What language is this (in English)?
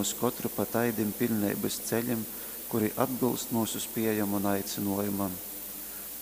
Latgalian